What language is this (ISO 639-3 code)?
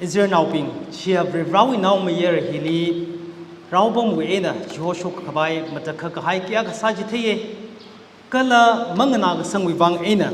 nmf